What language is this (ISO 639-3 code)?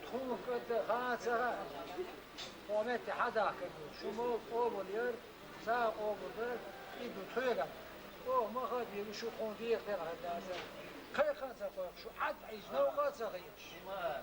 che